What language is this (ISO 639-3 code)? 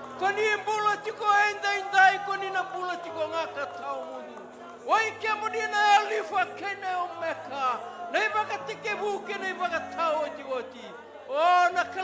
fij